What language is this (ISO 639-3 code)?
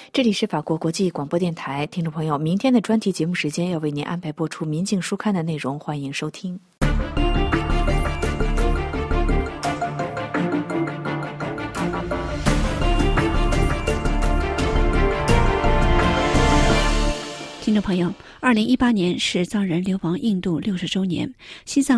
zho